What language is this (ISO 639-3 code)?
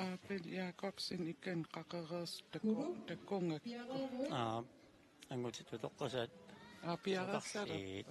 kal